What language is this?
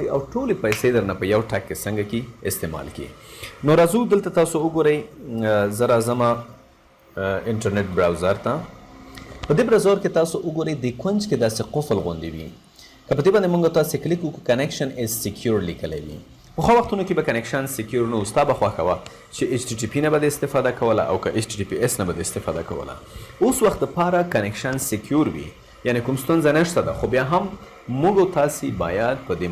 Pashto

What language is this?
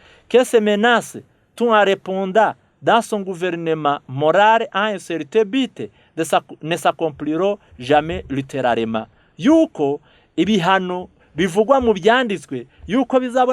Kinyarwanda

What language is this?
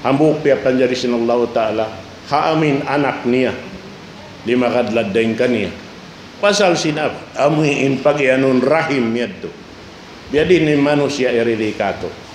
Tausug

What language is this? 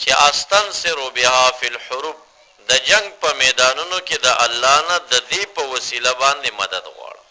Pashto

